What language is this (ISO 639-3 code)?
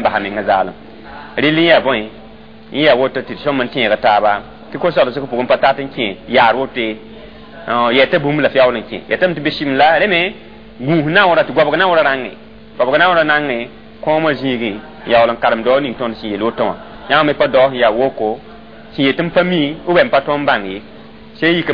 mos